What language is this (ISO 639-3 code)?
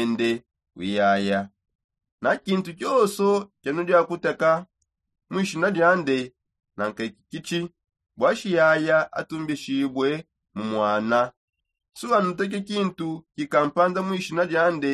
sop